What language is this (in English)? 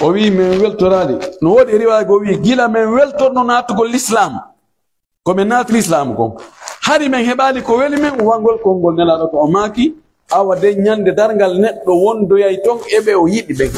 Pular